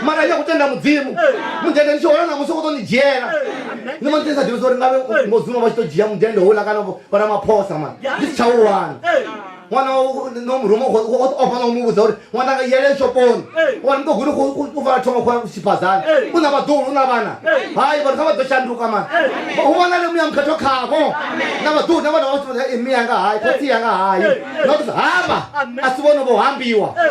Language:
Venda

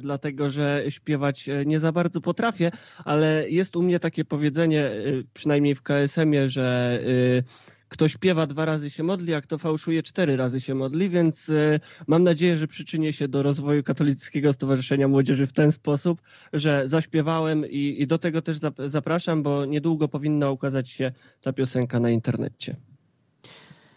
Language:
Polish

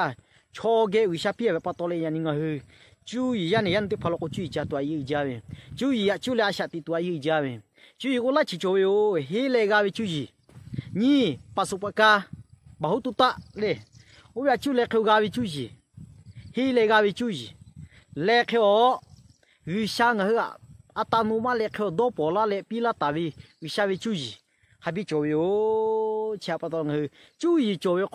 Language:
Lahu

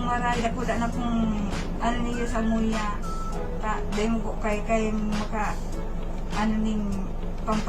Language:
Bikol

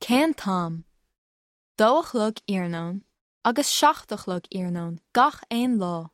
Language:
Irish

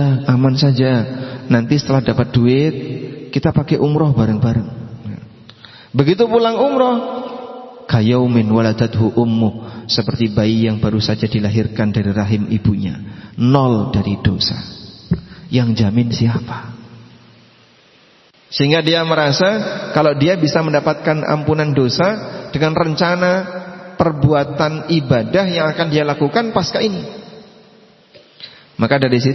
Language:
Indonesian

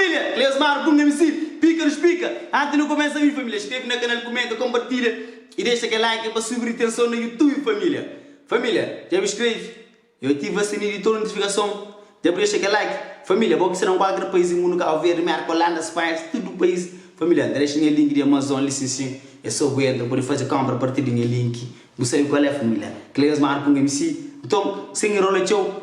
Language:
Kabuverdianu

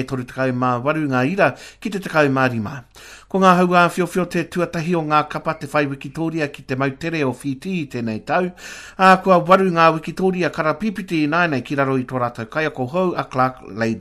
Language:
Māori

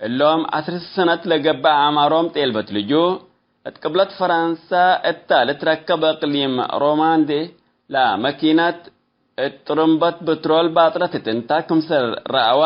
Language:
Tigre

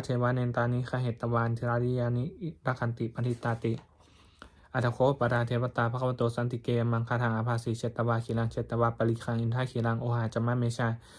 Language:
Pali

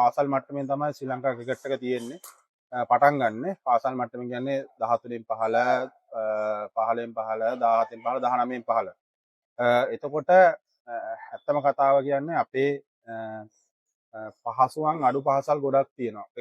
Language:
Sinhala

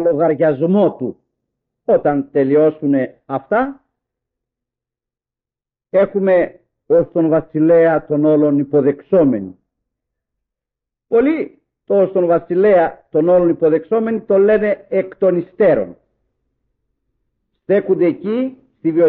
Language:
Greek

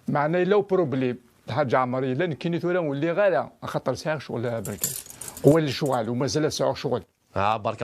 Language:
Kabyle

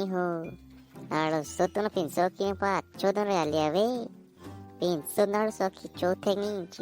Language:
Karbi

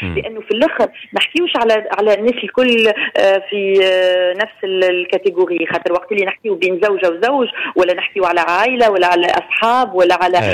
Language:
Tunisian Arabic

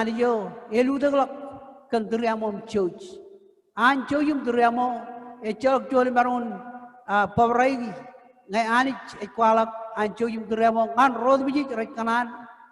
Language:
Marshallese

